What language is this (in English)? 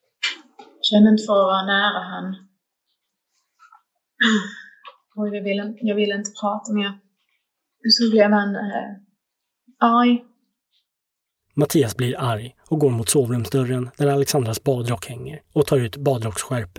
Swedish